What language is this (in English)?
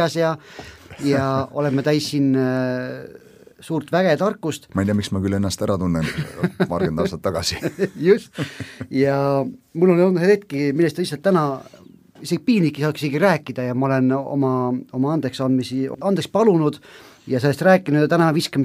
Estonian